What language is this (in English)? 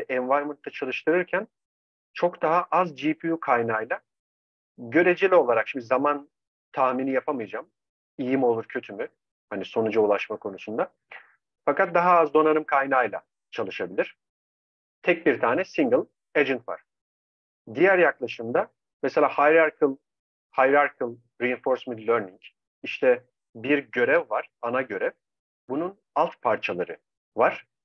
Turkish